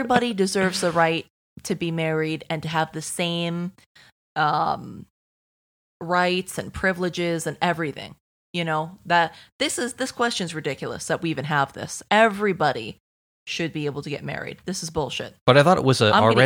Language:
English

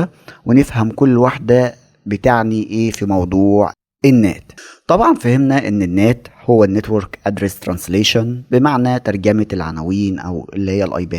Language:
Egyptian Arabic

